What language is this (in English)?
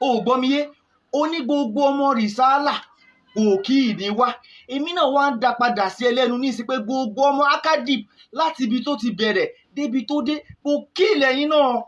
Yoruba